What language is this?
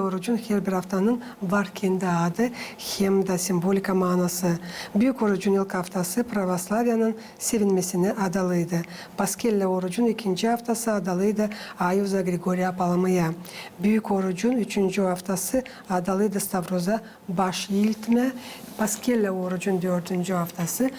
Gagauz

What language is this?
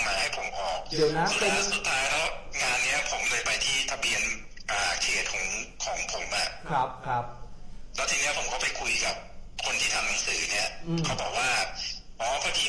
Thai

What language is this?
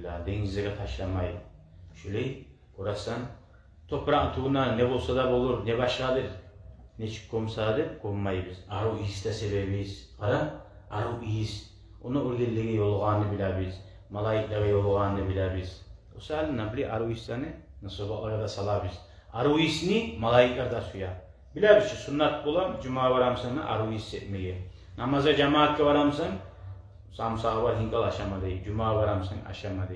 Kumyk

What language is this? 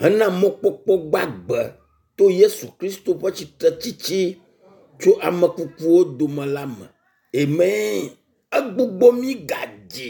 Ewe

